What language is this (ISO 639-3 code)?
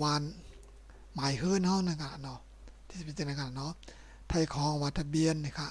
shn